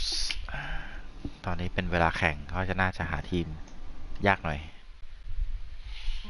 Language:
Thai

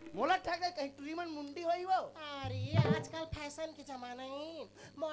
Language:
Chhattisgarhi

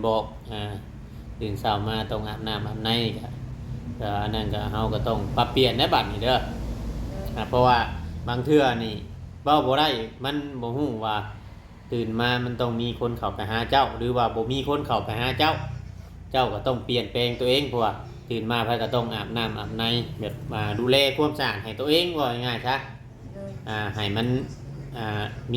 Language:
Northeastern Thai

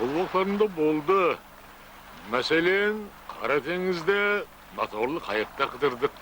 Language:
Kara-Kalpak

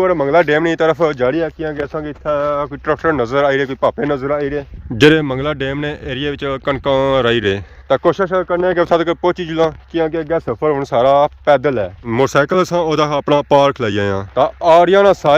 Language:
Pahari-Potwari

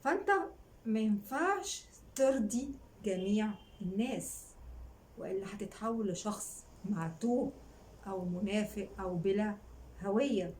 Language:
Egyptian Arabic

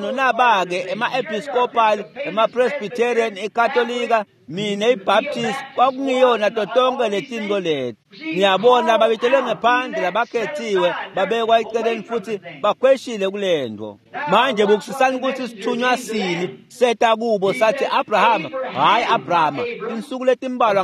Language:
Swati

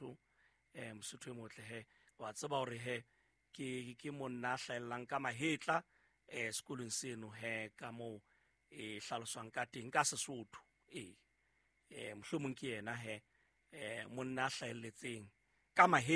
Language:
Southern Sotho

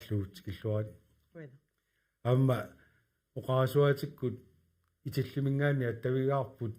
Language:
Kalaallisut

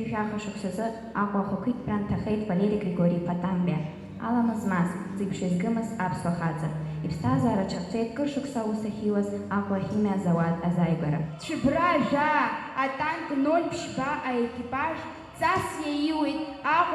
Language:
Abkhazian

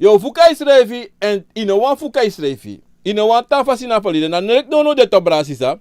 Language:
Sranan Tongo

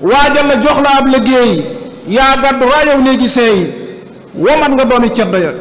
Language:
Wolof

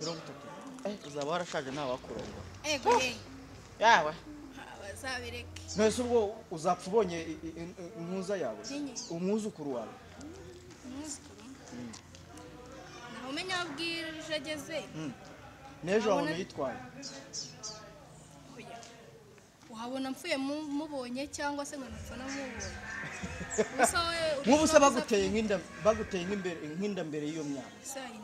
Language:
Kinyarwanda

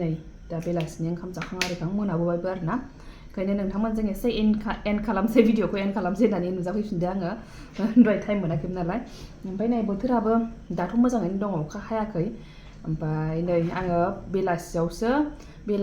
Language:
Bodo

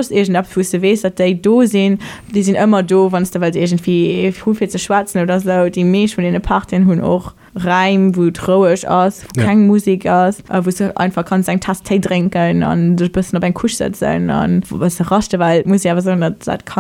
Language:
Luxembourgish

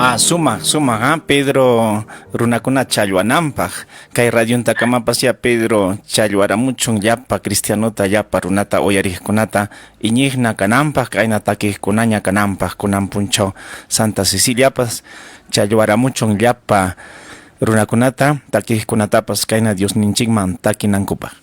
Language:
Ayacucho Quechua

